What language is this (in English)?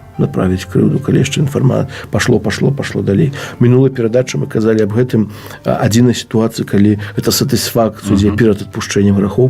Belarusian